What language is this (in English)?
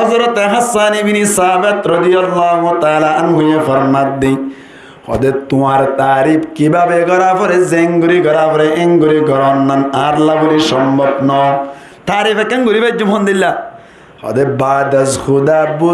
Rohingya